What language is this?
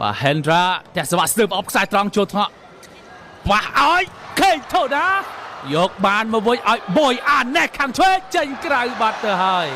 Khmer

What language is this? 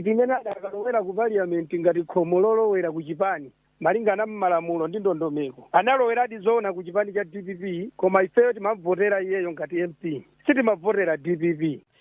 Nyanja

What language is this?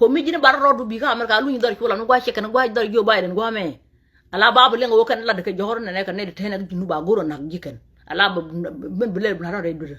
Nuer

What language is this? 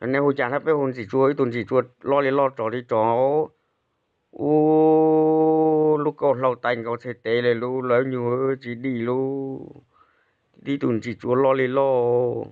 Hmong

